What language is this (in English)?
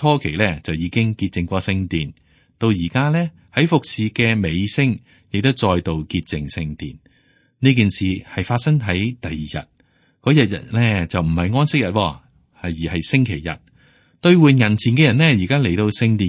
Cantonese